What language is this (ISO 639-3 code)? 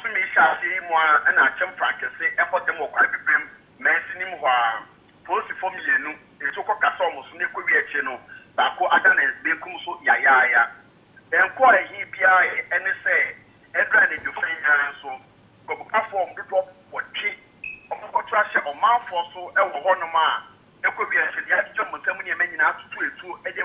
aka